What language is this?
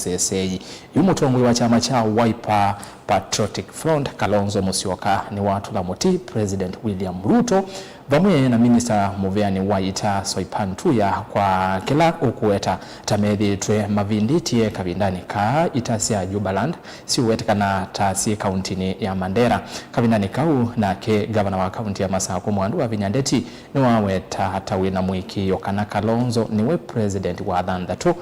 Kamba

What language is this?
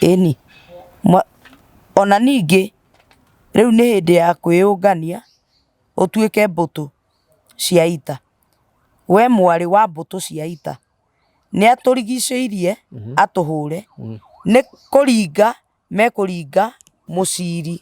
Kikuyu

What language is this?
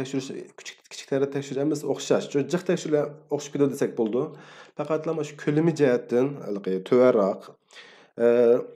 Uyghur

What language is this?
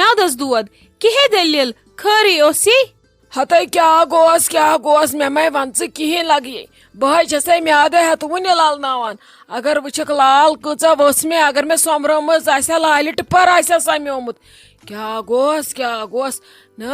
Kashmiri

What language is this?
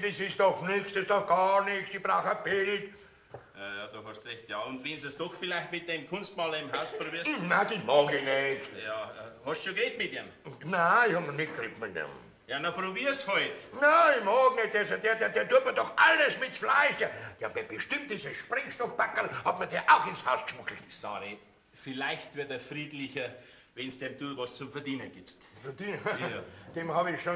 Bavarian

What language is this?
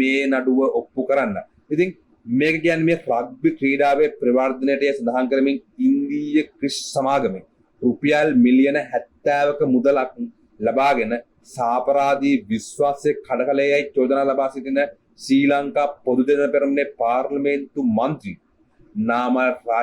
Sinhala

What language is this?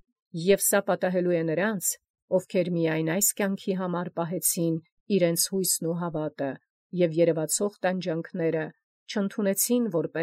Armenian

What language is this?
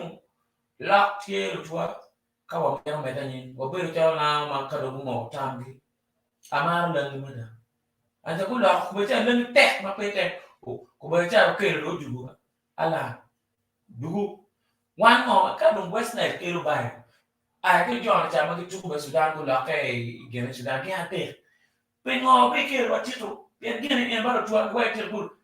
Acoli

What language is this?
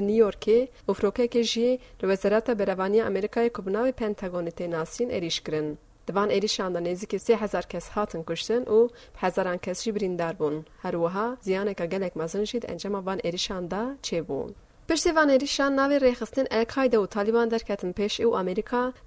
Kurdish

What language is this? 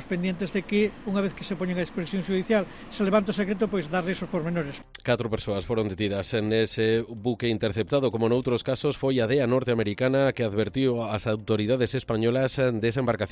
Galician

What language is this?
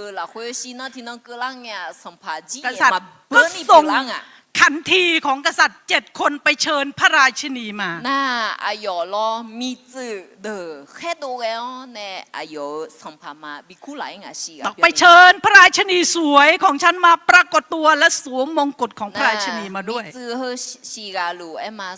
Akha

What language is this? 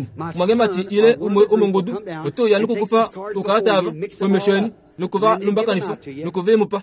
Kuanyama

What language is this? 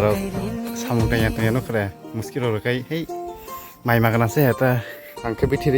Kok Borok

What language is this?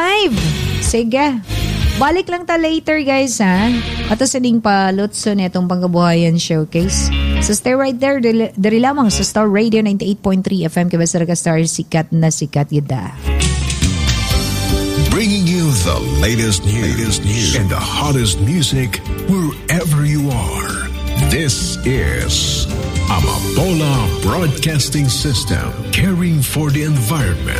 Cebuano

